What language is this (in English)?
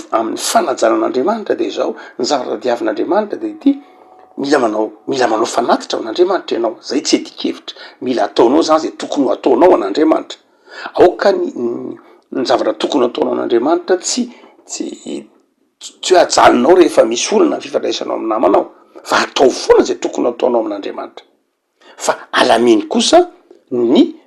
Malagasy